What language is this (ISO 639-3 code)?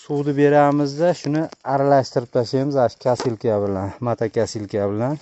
uzb